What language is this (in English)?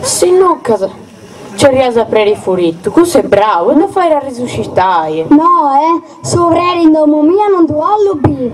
Sardinian